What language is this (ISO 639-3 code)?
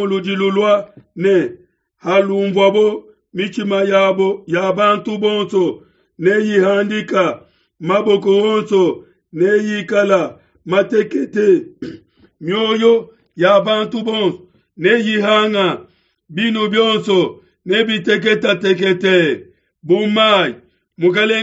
lua